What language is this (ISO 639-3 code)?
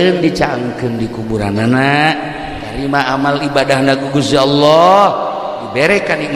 sun